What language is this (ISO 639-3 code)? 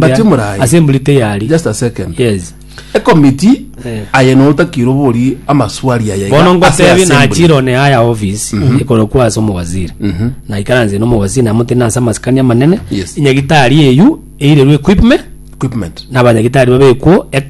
guz